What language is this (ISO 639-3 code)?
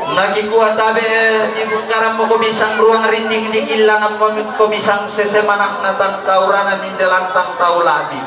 sda